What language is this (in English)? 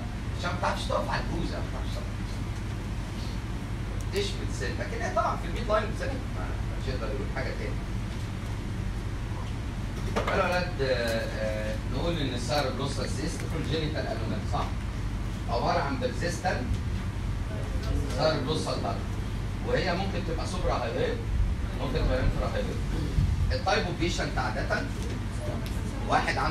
Egyptian Arabic